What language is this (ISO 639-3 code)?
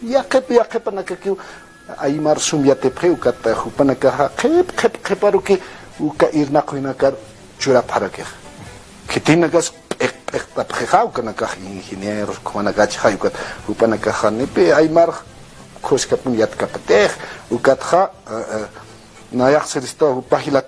aym